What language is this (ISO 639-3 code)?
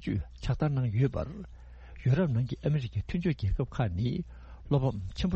bod